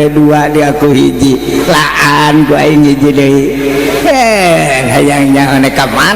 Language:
Sundanese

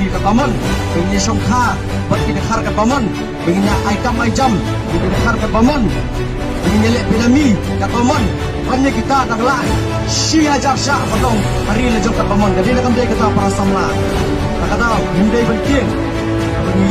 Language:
Khasi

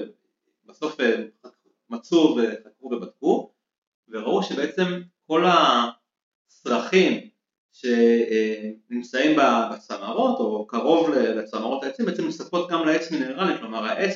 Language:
Hebrew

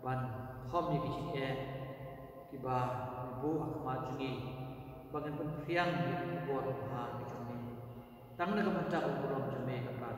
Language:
Khasi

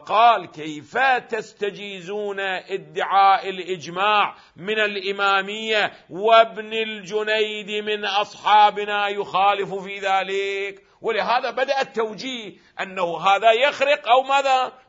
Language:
Arabic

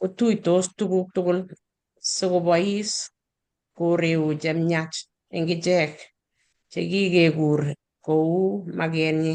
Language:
Kalenjin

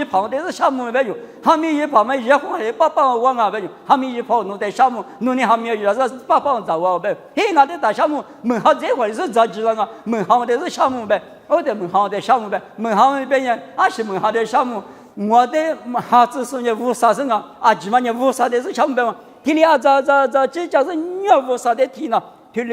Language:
Lisu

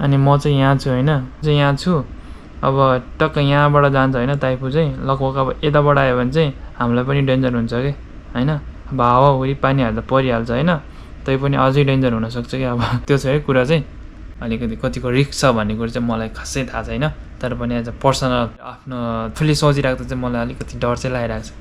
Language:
Nepali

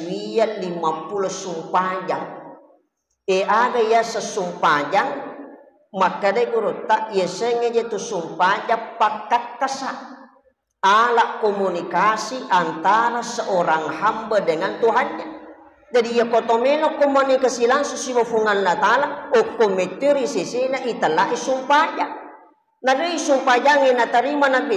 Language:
Buginese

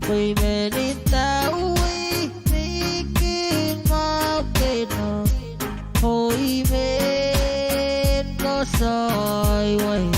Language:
Pohnpeian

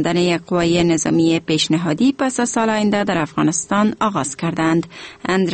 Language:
Persian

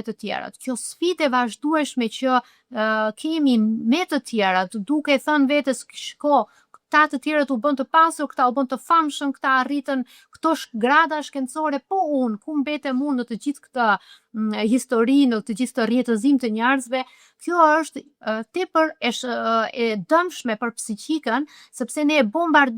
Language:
Albanian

